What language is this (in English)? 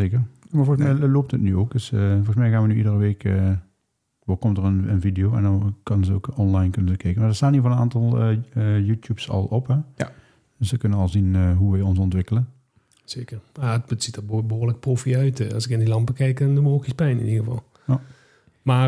Dutch